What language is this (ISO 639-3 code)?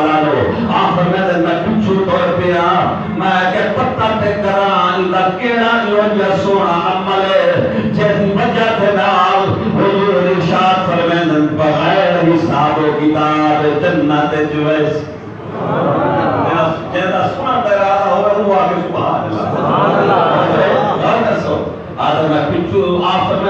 skr